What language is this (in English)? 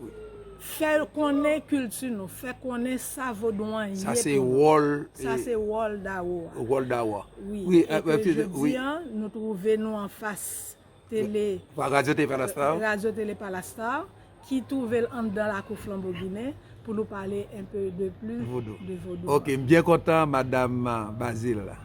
Haitian Creole